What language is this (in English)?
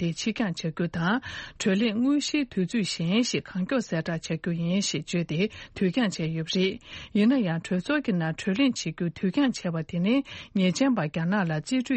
Tibetan